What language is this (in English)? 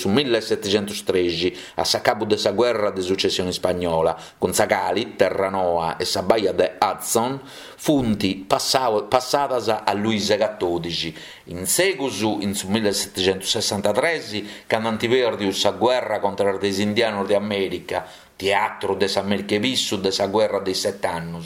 Sardinian